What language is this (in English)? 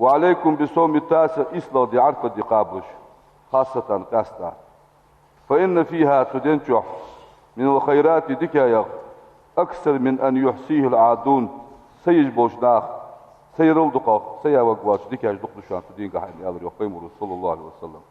Ingush